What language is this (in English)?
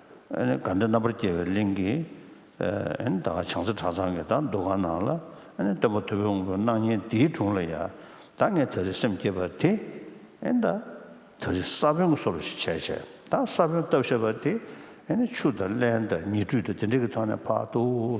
Tibetan